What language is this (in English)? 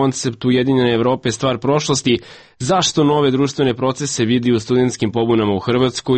Serbian